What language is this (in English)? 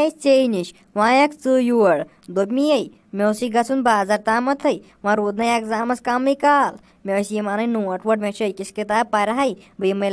Kashmiri